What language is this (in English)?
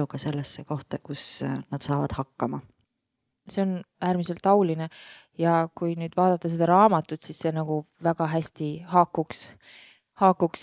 Estonian